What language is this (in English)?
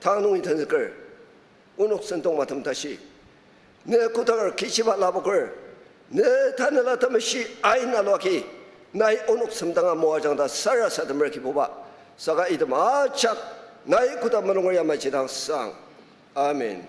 Ao Naga